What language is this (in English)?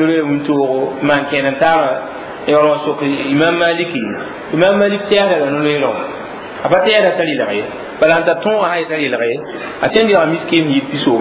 Mossi